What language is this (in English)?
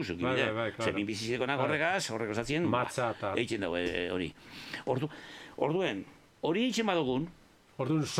Basque